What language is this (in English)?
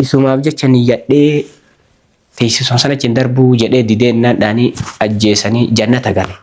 Oromo